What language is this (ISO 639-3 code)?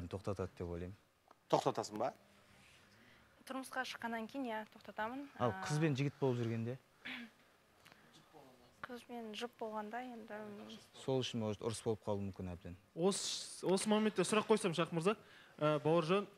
kaz